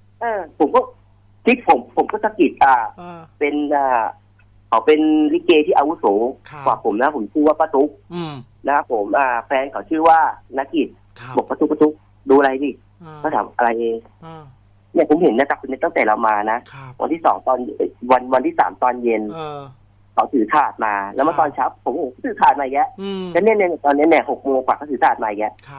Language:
Thai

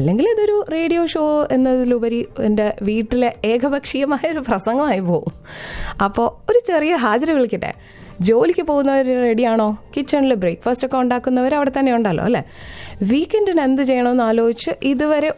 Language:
Malayalam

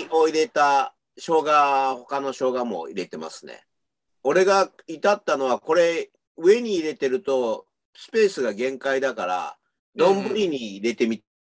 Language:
Japanese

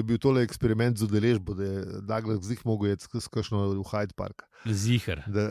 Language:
Slovenian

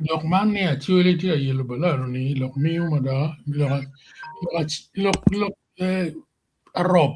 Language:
Acoli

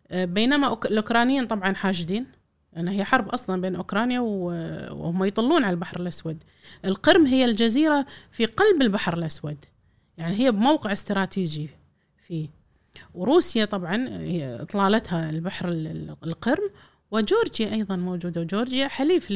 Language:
Gulf Arabic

